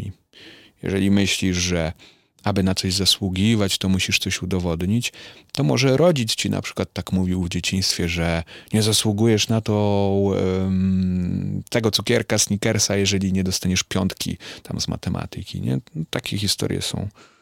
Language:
Polish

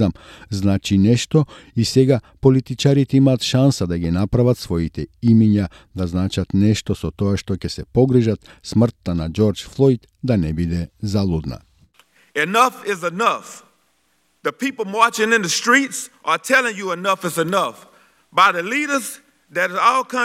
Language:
Macedonian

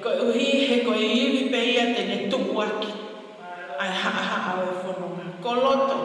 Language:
Tongan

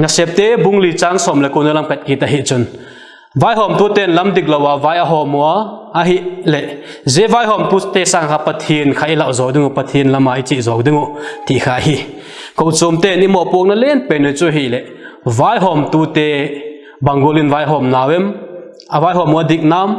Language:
Vaiphei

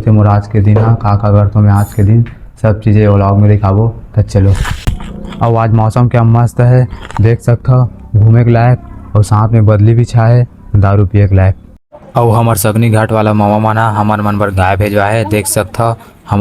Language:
Chhattisgarhi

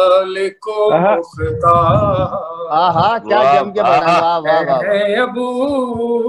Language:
Urdu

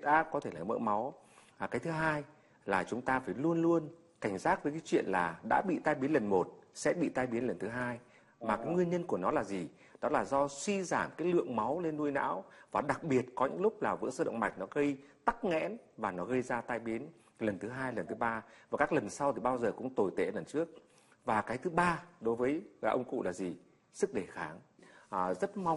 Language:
Vietnamese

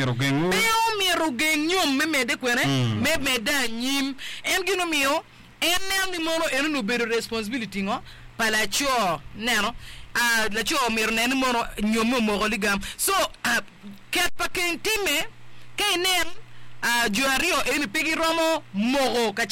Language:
Acoli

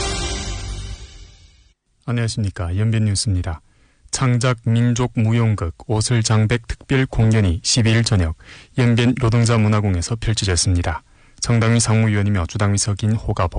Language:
Korean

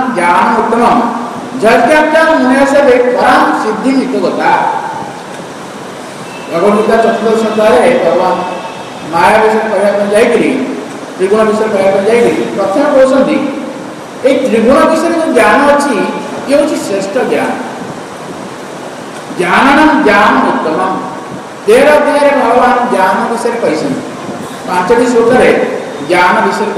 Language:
Odia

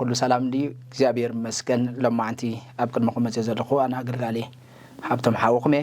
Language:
Tigrinya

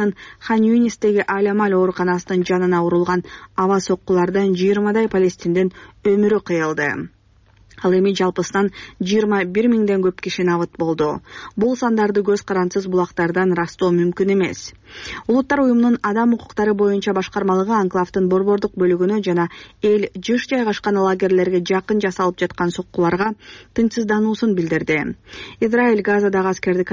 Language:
Kyrgyz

